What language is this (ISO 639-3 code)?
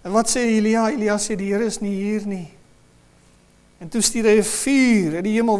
afr